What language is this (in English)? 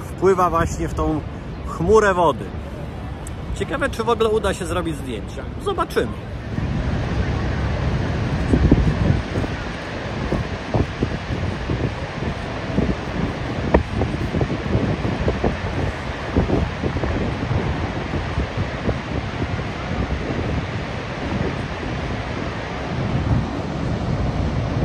Polish